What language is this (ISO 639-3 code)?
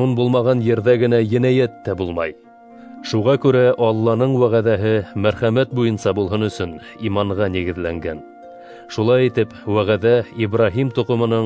bak